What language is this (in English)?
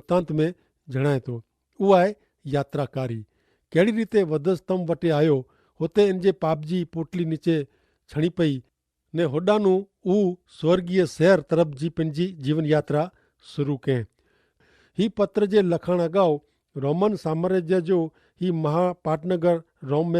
Kachhi